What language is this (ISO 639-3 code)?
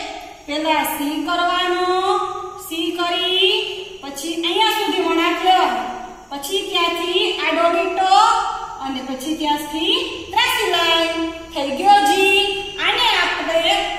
guj